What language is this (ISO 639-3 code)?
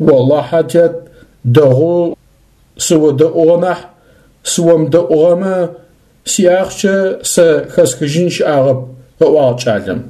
ady